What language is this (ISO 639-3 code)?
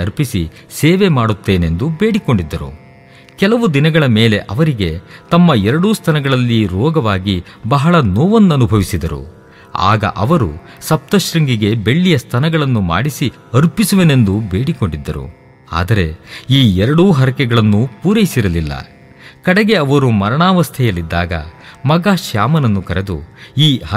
kan